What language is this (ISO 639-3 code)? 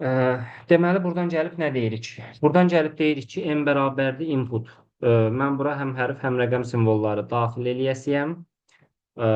aze